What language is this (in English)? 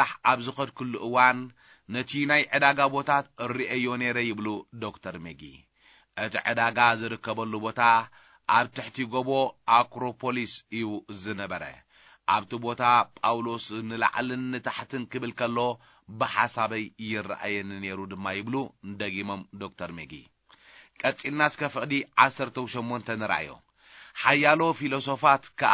Tigrinya